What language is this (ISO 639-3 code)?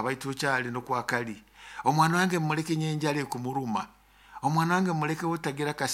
nyo